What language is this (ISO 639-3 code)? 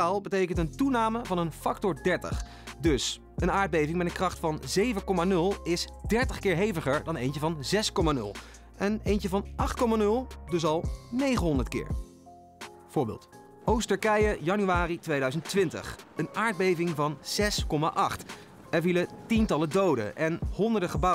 nld